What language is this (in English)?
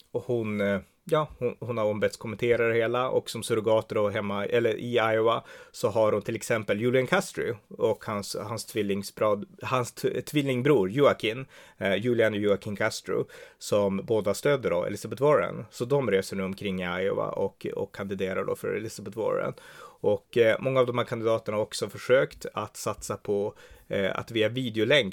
Swedish